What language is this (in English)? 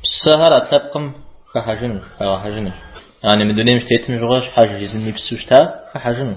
Kabardian